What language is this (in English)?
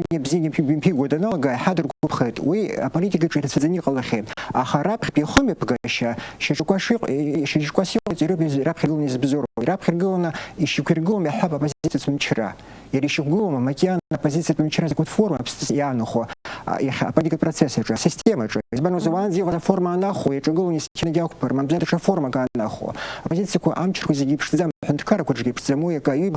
Abkhazian